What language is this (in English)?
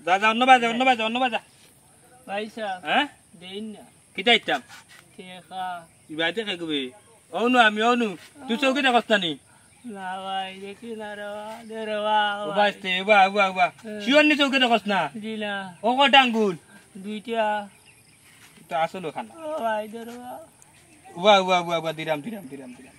Sylheti